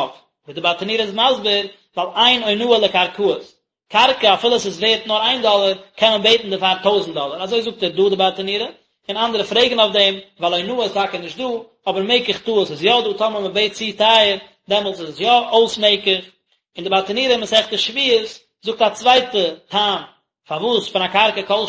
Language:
Yiddish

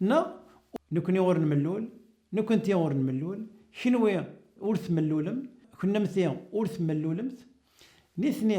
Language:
Kabyle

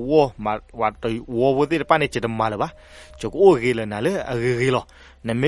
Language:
S'gaw Karen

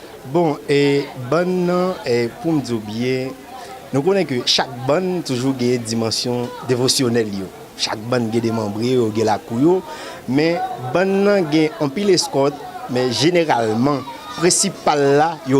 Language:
Haitian Creole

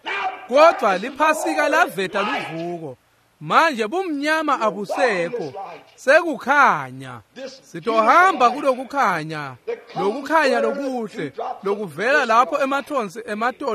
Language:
Swati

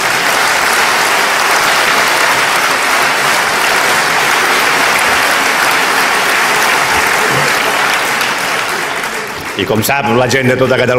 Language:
Catalan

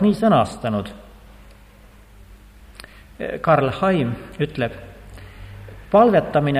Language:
Estonian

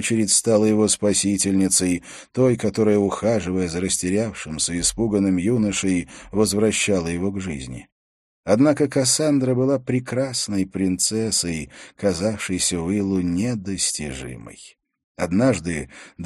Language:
Russian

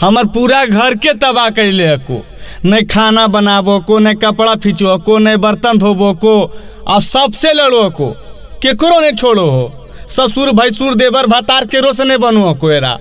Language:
Magahi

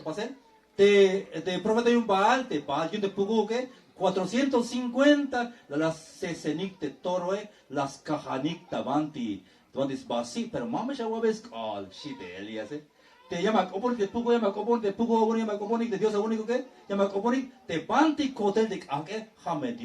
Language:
Tzeltal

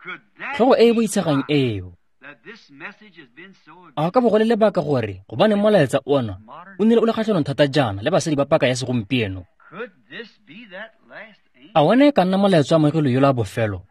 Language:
Tswana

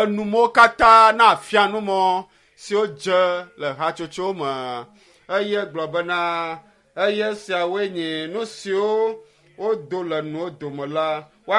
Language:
Ewe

